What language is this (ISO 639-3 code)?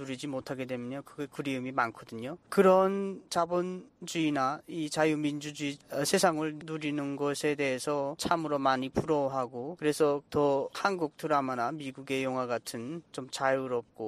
kor